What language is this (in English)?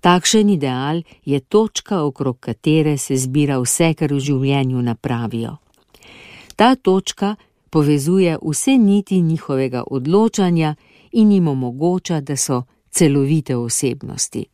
Slovenian